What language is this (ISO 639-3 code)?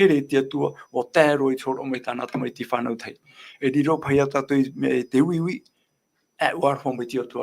tah